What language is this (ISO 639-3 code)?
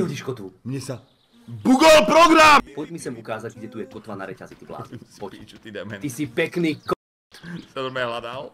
slk